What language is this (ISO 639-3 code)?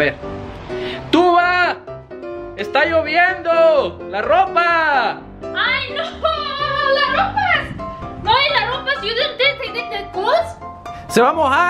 spa